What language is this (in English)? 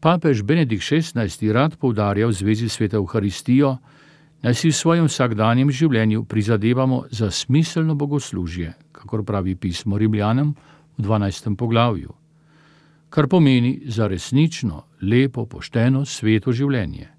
Slovenian